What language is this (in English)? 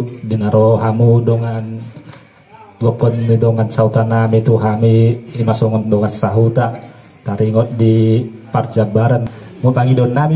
Batak Toba